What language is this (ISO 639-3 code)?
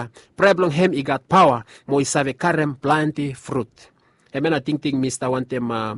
bis